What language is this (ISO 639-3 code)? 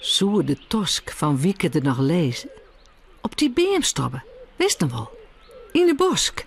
fry